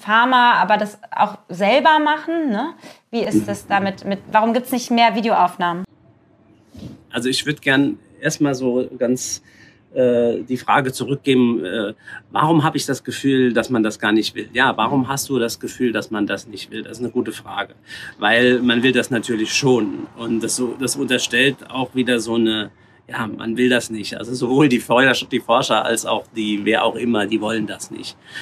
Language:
German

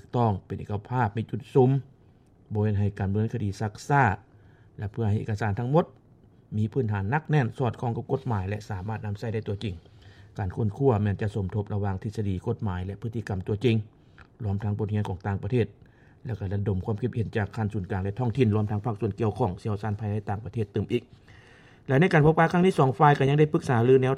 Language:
Lao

